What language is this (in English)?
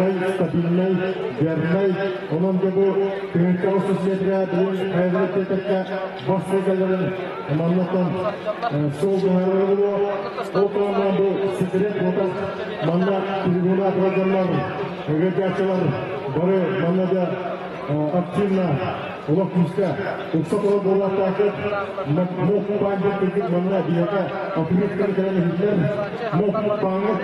Yakut